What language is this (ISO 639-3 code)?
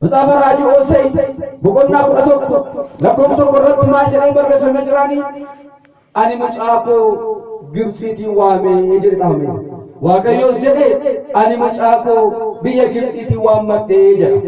orm